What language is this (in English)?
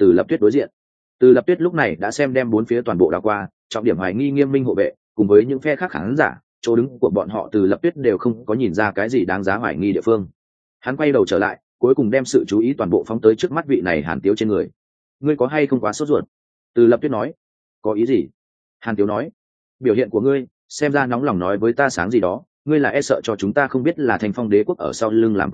Vietnamese